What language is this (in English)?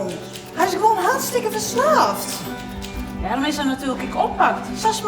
Western Frisian